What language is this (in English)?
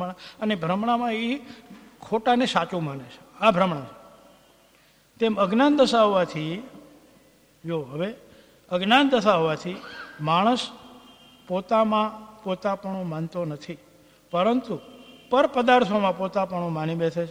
Gujarati